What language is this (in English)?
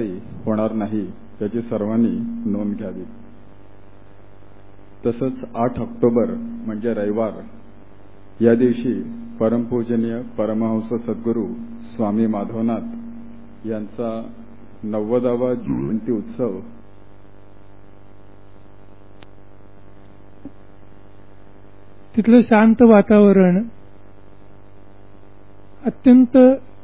Marathi